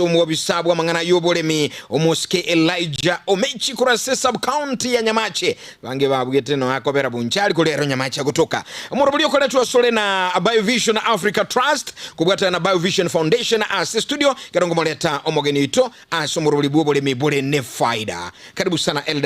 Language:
Gusii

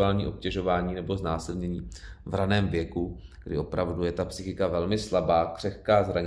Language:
Czech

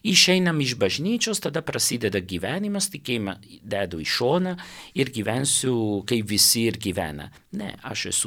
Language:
Lithuanian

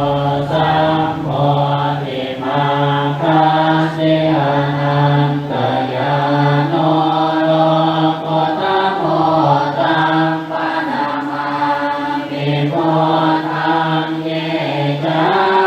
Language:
Pali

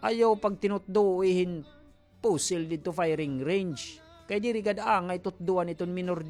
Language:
Waray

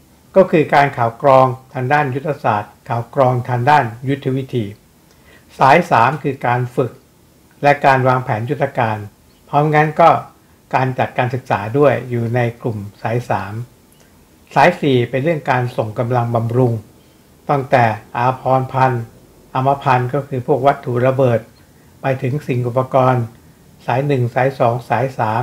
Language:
Thai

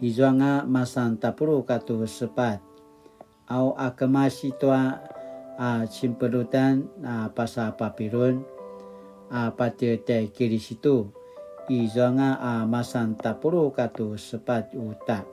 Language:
Paiwan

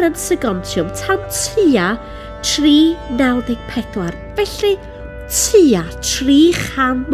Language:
Welsh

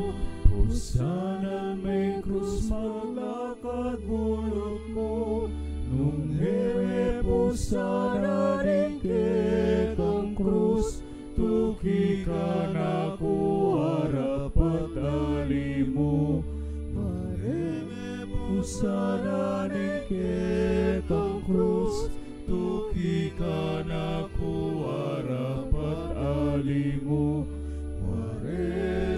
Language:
Pampanga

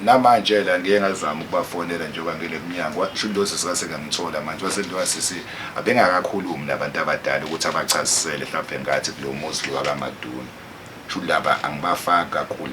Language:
Zulu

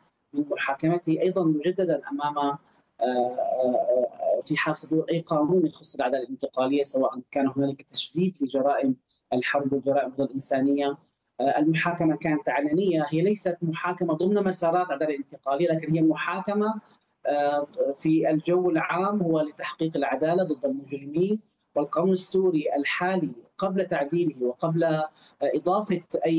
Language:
Arabic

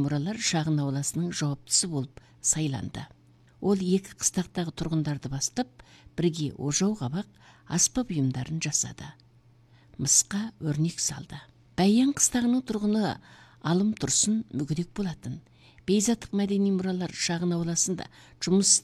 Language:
Kazakh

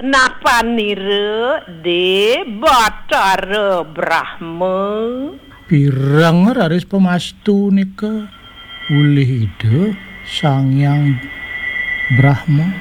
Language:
Balinese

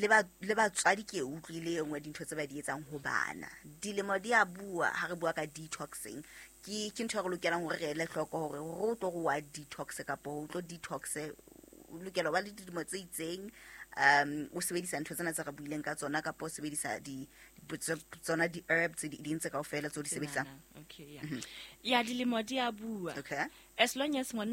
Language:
Southern Sotho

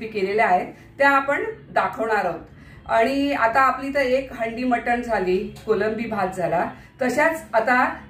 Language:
Marathi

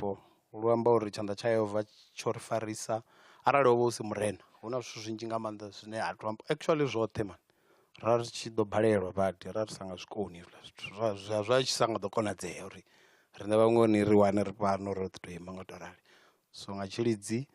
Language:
Venda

